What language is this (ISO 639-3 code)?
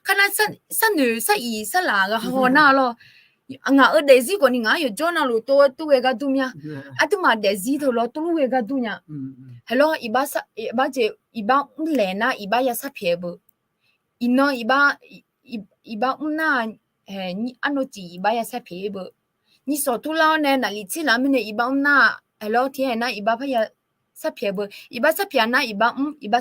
ahk